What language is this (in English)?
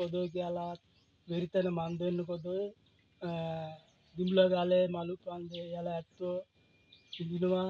Sinhala